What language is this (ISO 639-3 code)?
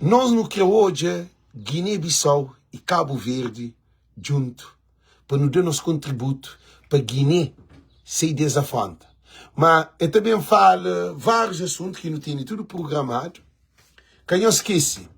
kea